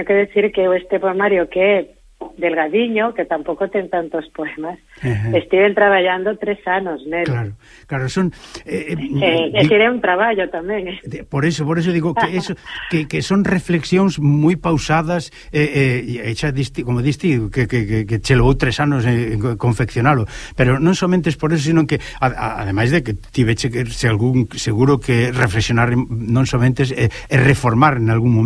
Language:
Galician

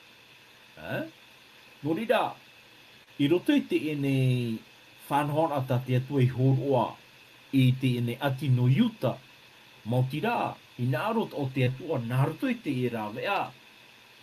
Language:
Tahitian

